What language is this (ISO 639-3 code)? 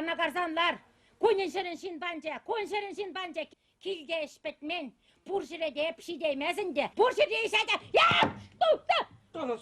chv